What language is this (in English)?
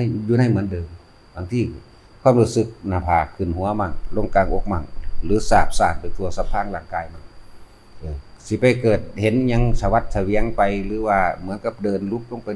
Northeastern Thai